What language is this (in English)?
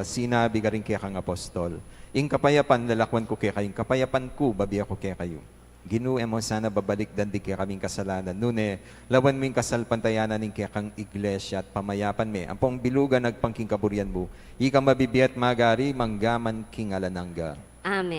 Pampanga